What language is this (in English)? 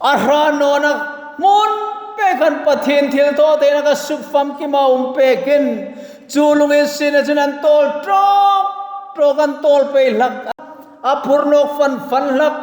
Hmar